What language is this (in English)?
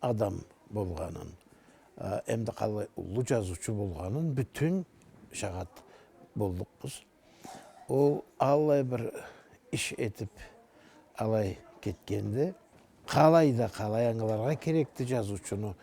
Karachay-Balkar